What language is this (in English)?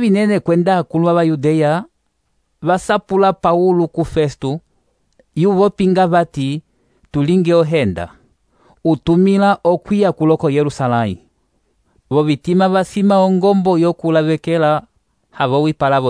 Umbundu